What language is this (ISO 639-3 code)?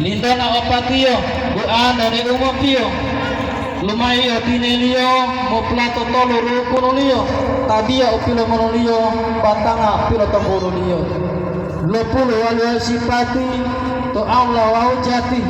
gor